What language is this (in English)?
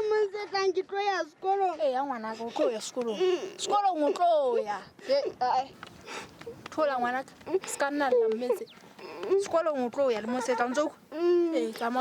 Southern Sotho